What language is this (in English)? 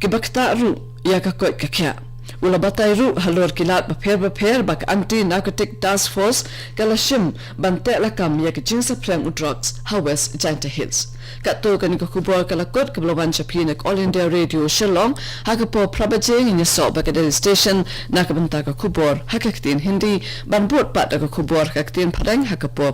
Khasi